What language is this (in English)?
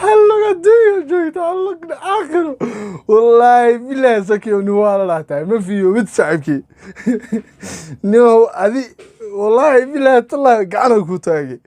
Somali